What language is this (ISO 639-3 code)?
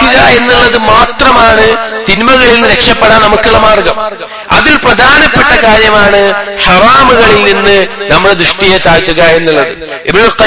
mal